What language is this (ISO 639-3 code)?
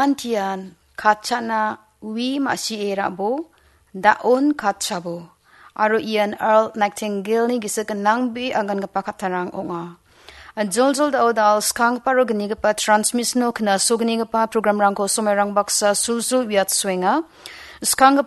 grt